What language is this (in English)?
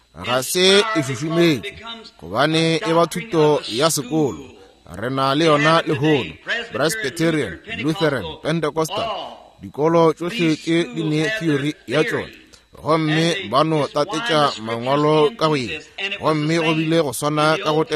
Northern Sotho